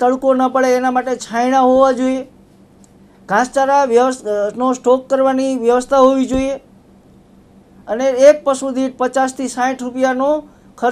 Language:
Gujarati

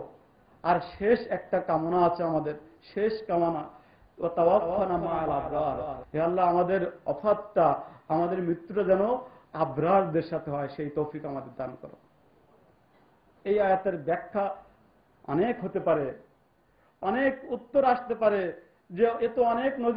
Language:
Bangla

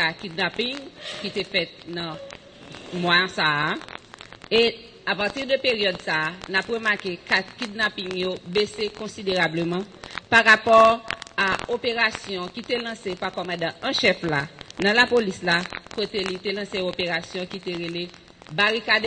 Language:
Haitian Creole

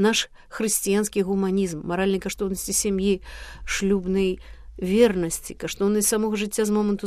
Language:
Belarusian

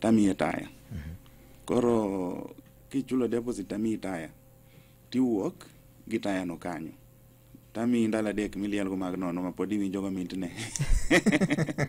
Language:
Luo (Kenya and Tanzania)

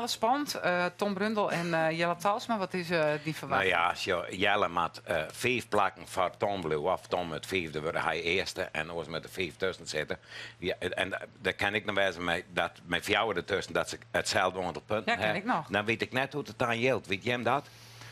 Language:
Western Frisian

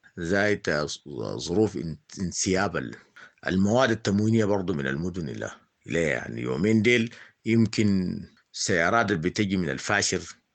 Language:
Sudanese Arabic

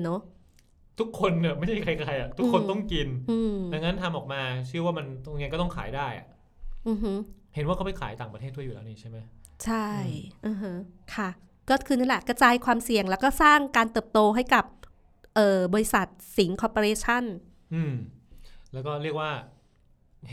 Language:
Thai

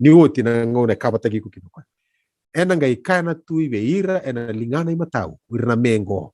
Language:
Fijian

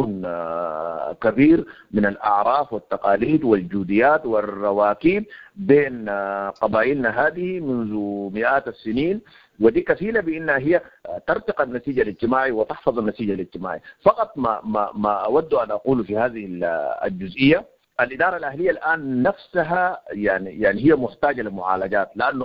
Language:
Sudanese Arabic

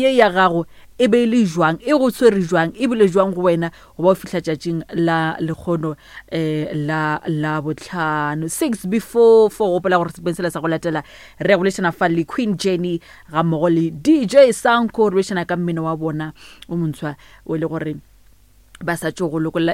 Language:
Northern Sotho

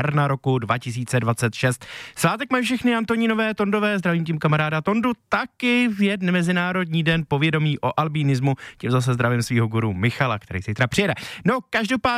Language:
Czech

